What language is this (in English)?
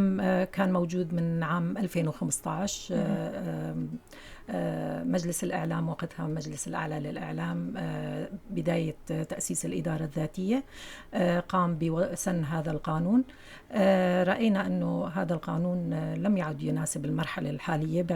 North Levantine Arabic